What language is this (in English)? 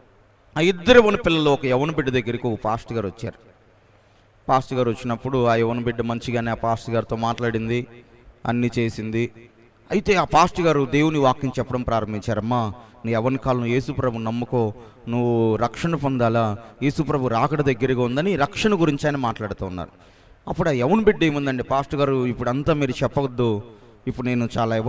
Telugu